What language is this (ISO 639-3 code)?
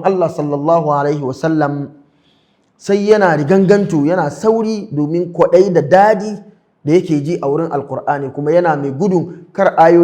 hau